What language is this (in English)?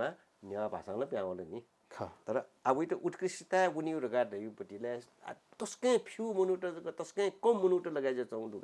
Newari